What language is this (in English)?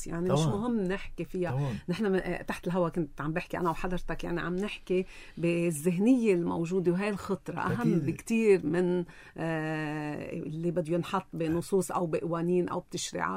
North Levantine Arabic